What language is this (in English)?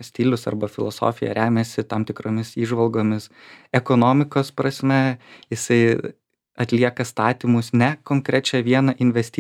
Lithuanian